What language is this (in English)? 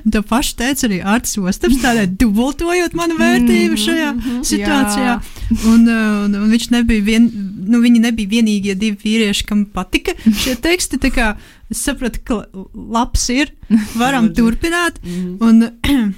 Latvian